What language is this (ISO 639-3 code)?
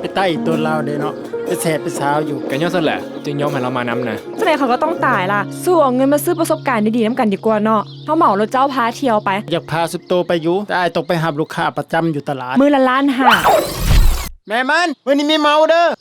lao